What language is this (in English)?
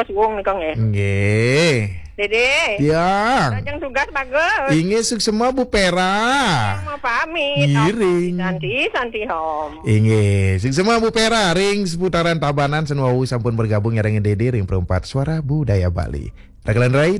Balinese